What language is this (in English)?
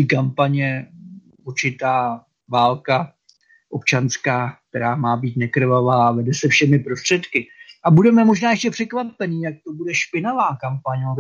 Czech